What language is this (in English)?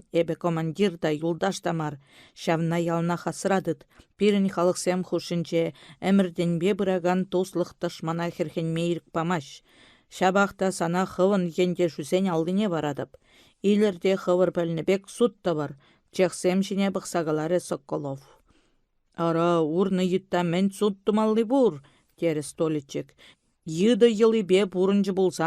Chuvash